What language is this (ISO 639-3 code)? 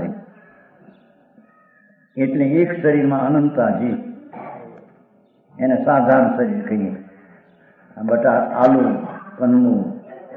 guj